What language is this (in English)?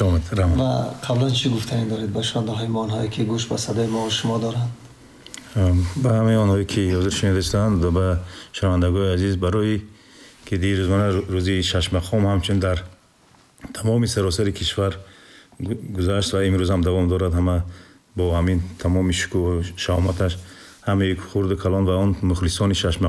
Tajik